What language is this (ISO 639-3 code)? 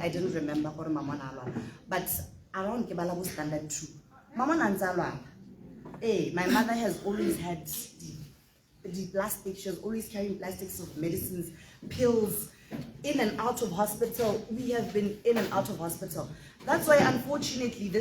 tsn